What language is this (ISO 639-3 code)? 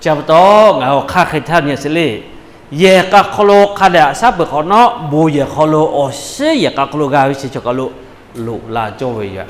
lhu